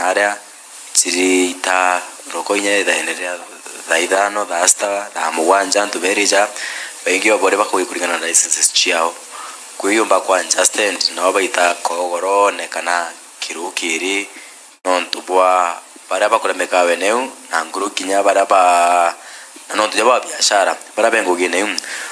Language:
Meru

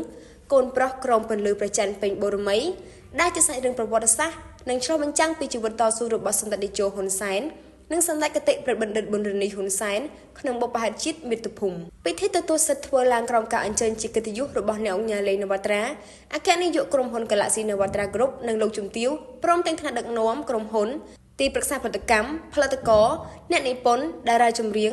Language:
Khmer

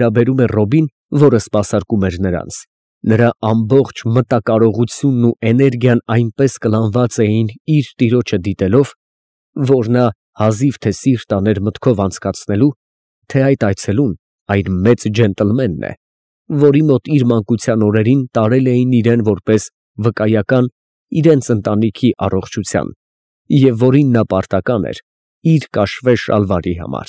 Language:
Armenian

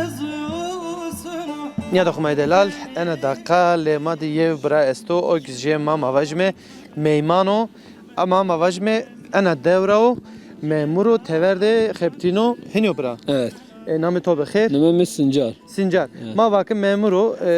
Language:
Zaza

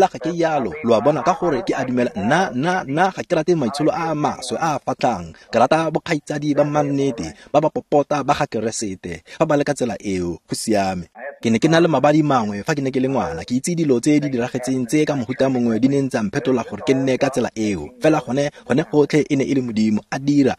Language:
Tswana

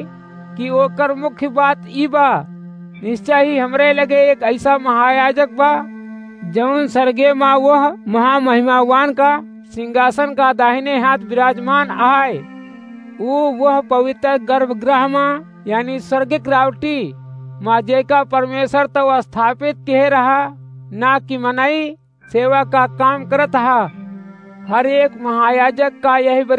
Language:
Awadhi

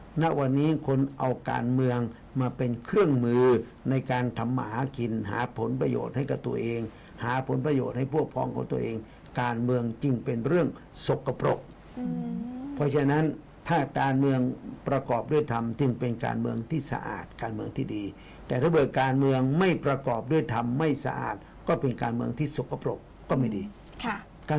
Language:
Thai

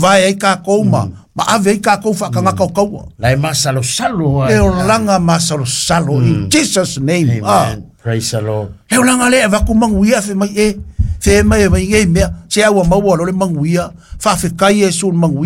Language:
Samoan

